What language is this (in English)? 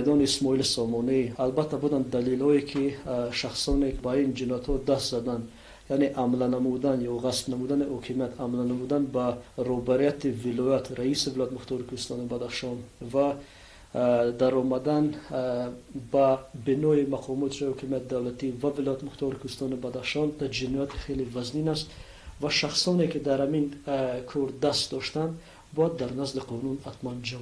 Tajik